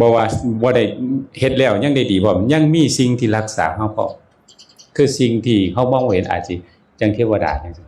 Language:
Northeastern Thai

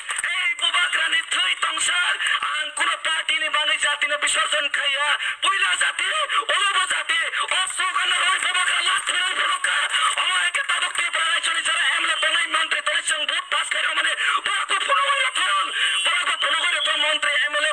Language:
Kok Borok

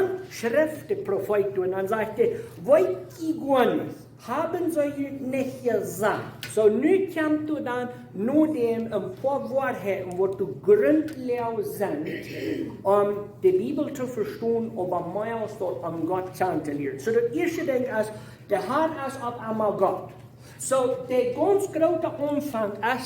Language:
Plautdietsch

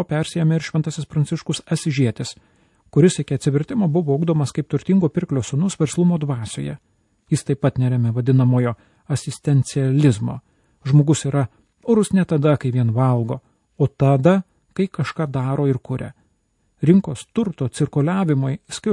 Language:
Lithuanian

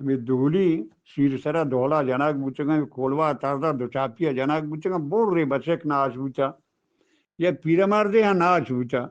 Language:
Eastern Balochi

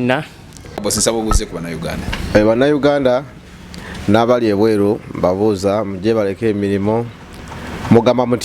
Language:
Ganda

